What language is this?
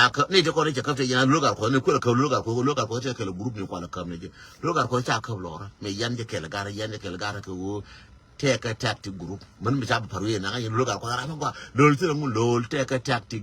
Nuer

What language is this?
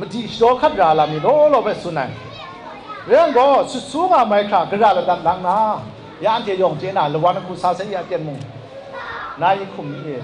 Kachin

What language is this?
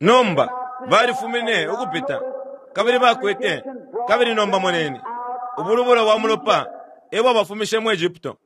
Bemba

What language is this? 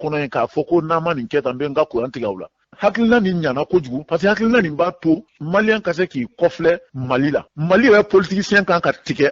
Bambara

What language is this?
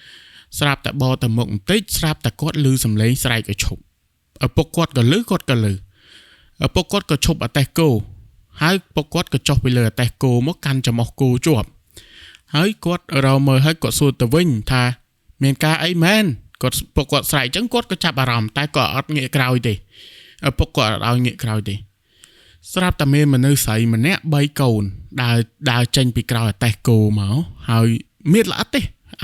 Khmer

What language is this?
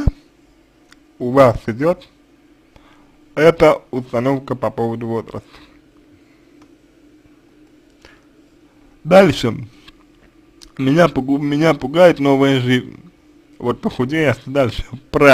Russian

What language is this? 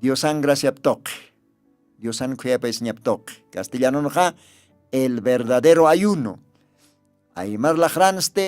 Aymara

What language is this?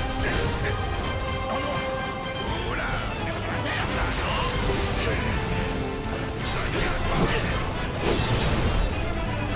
French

